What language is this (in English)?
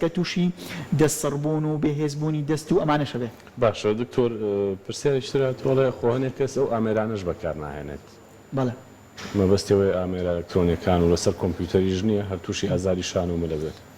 Central Kurdish